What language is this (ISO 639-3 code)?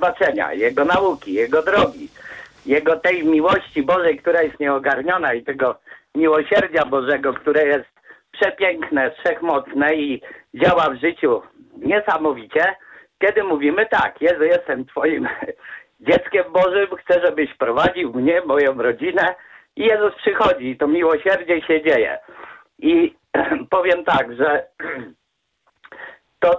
pol